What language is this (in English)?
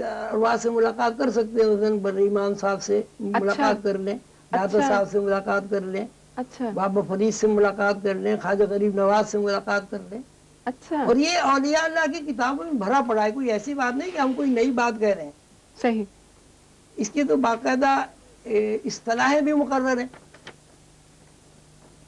Urdu